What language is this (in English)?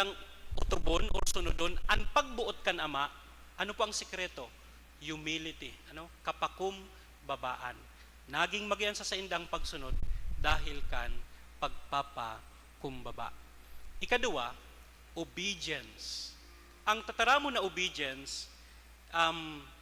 Bikol